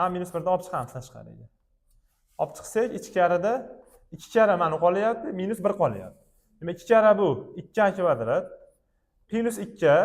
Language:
Uzbek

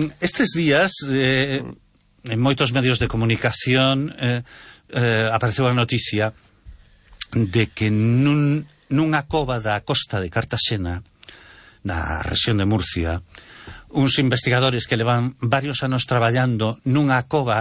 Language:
Galician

